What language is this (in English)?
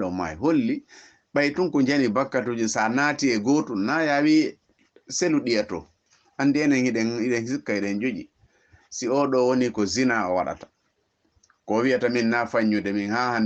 Fula